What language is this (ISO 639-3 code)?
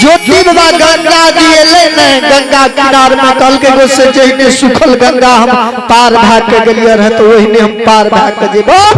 mai